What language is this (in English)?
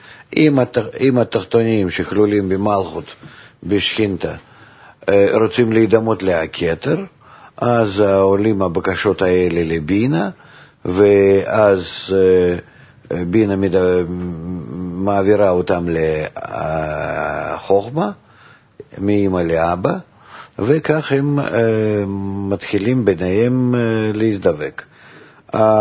Hebrew